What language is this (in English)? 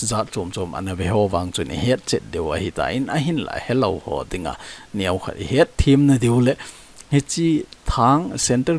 Thado Chin